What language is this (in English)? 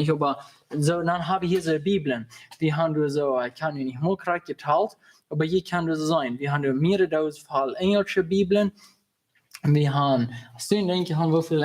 Plautdietsch